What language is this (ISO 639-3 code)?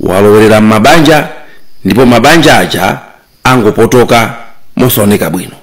nya